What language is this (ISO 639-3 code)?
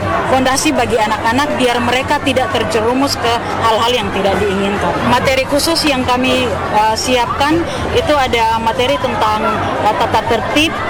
ind